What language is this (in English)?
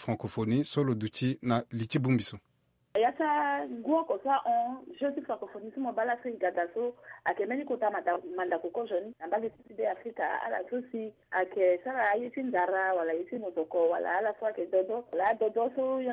Sango